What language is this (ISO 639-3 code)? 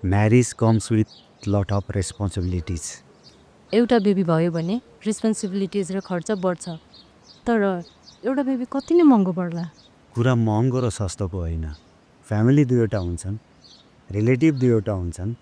nep